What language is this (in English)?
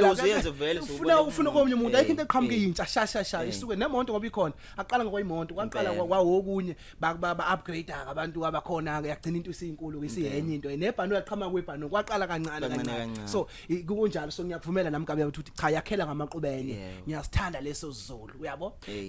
Zulu